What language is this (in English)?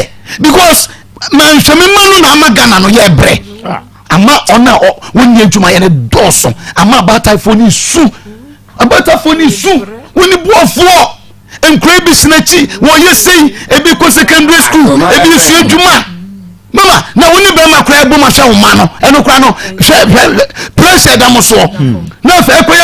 Akan